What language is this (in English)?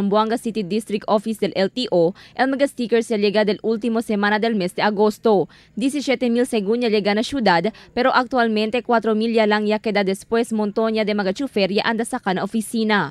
Chavacano